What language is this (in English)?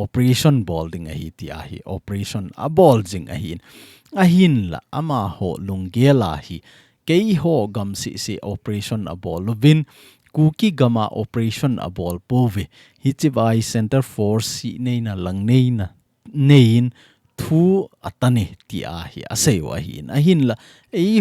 Thado Chin